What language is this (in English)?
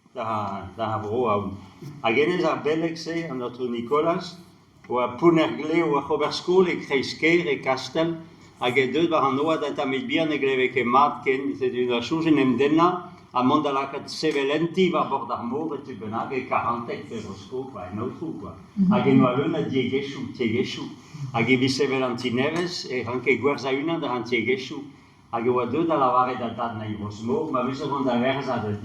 Breton